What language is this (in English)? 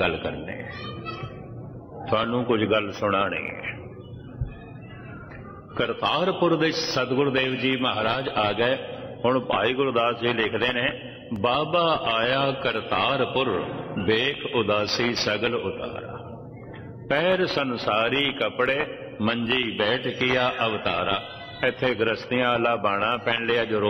Punjabi